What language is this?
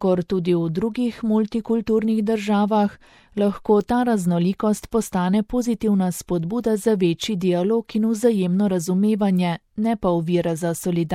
Slovenian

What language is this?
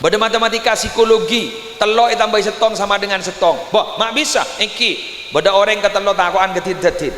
Madurese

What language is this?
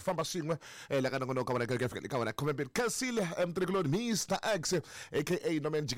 Tsonga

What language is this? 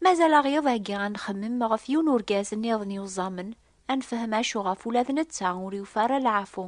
Kabyle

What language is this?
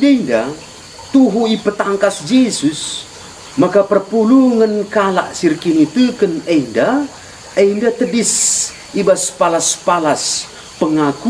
Batak Karo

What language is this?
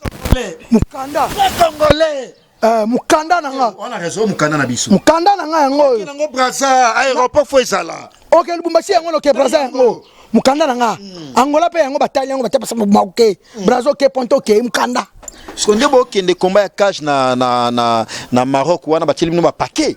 Lingala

